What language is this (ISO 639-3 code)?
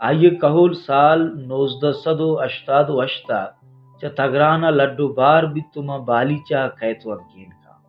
bal